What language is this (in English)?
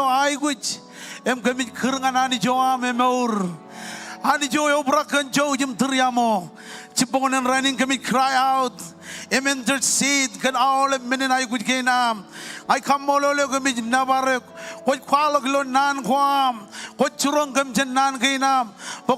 Marshallese